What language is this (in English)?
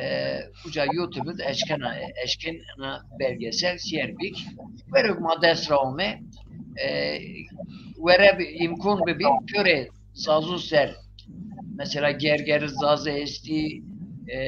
Zaza